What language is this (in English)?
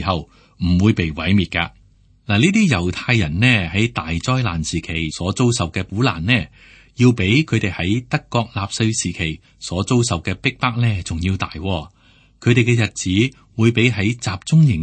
Cantonese